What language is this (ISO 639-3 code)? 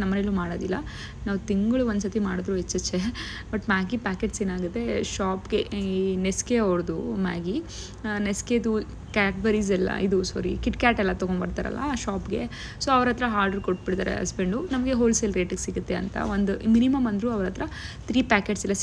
kan